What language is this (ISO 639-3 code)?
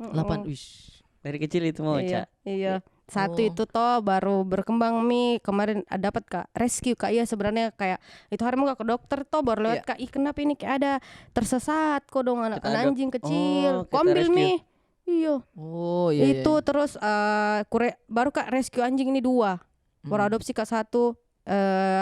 mfp